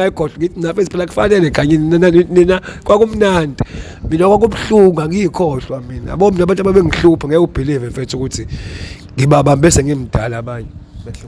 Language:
Zulu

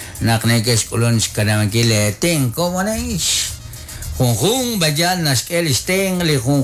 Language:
Kekchí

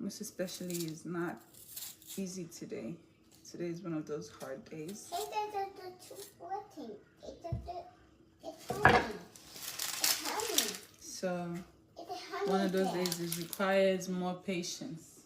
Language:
Nigerian Pidgin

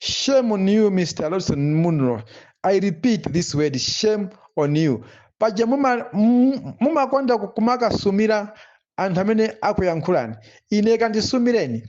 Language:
Nyanja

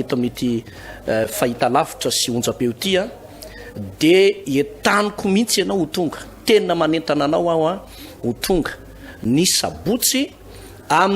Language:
Malagasy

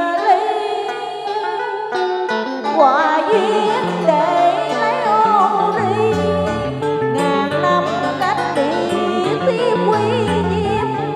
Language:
Vietnamese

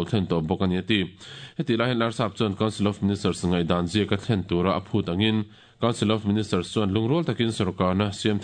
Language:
Mizo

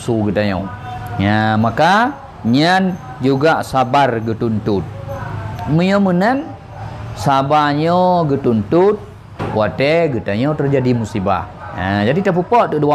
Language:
Achinese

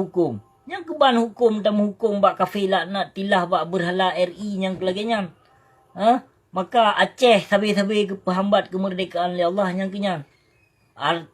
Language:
Achinese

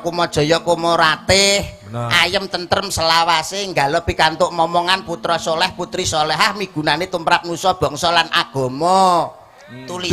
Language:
Javanese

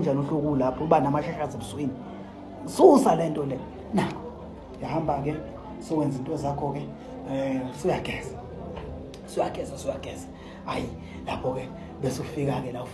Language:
Zulu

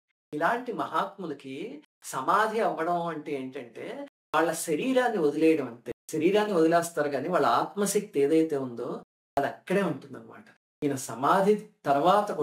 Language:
Telugu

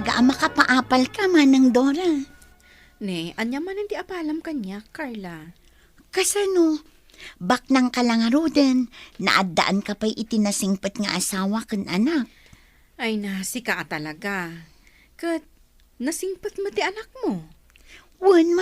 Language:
Iloko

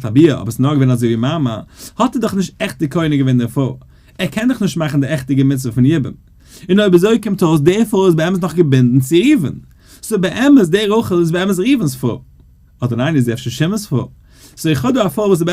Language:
Yiddish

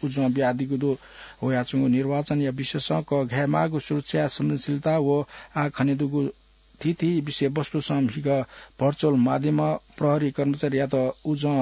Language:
Newari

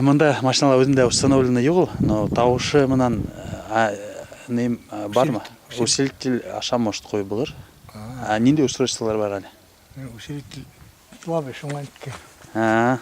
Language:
Bashkir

